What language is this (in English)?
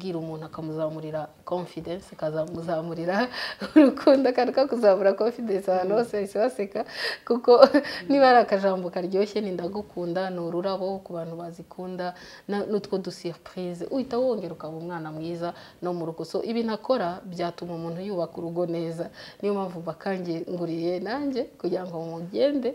Kinyarwanda